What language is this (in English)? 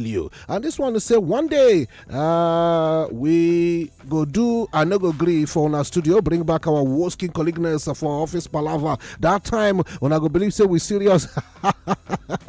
Nigerian Pidgin